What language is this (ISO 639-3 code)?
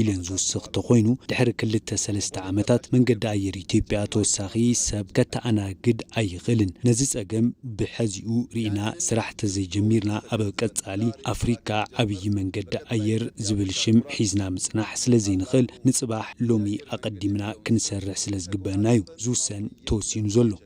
tir